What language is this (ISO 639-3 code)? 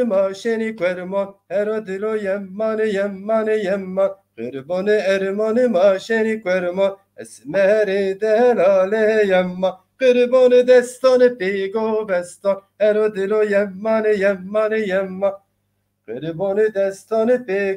zza